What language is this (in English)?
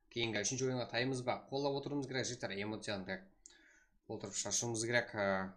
Kara-Kalpak